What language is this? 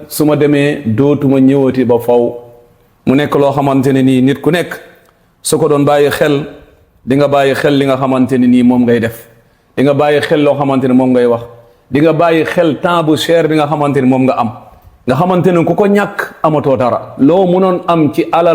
Wolof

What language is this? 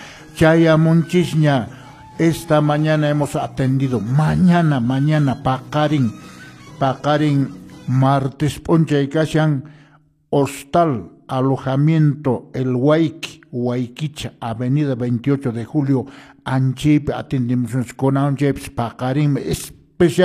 Quechua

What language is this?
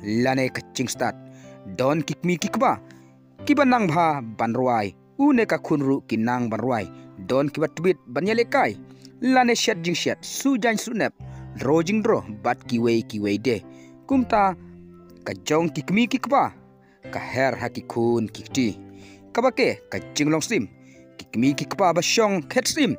Khasi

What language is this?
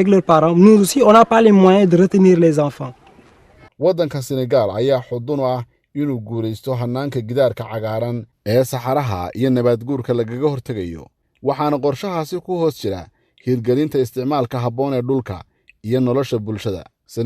Somali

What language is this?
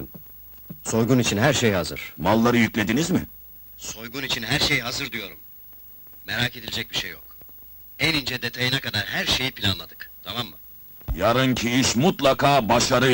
Turkish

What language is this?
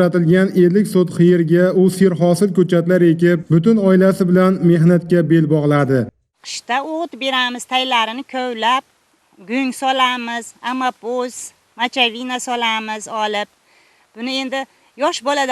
Uzbek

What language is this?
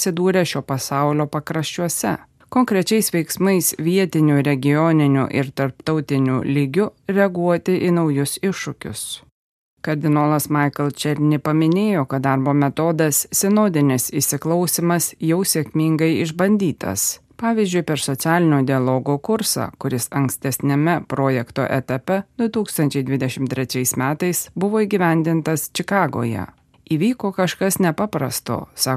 Lithuanian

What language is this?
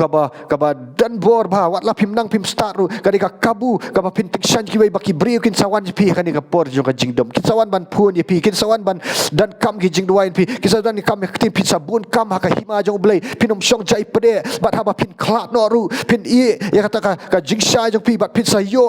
Khasi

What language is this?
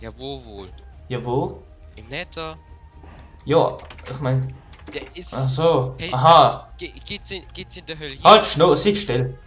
Swiss German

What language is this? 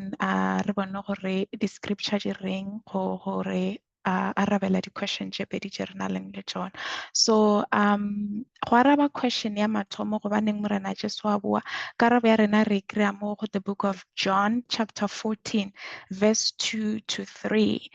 Northern Sotho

